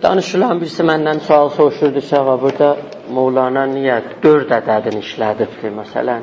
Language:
South Azerbaijani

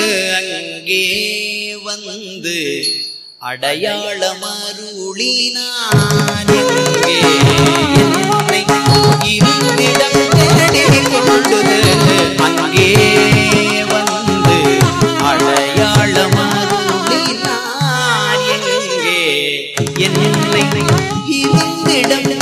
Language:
Tamil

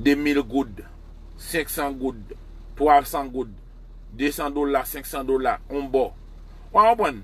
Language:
Haitian Creole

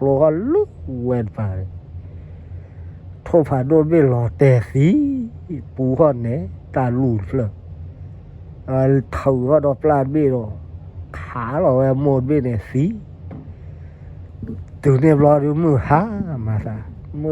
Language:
S'gaw Karen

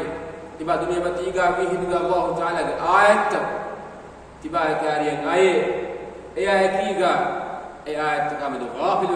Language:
Divehi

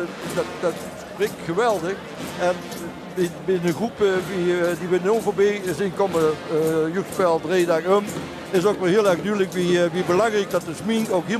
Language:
Limburgish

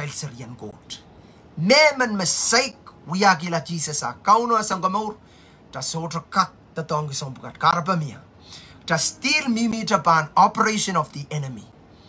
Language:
Pohnpeian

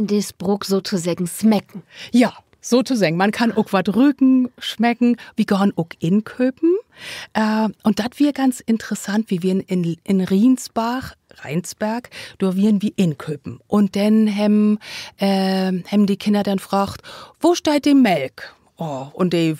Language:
Low German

